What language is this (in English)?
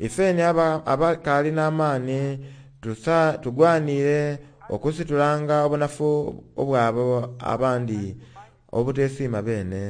Soga